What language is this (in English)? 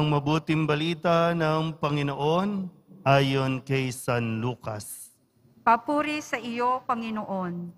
Filipino